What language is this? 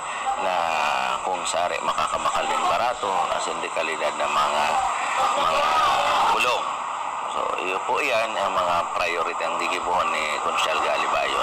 Bikol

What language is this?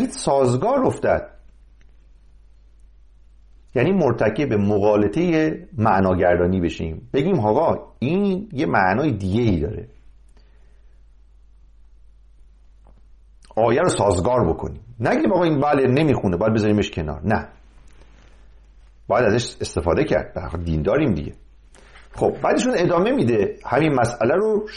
Persian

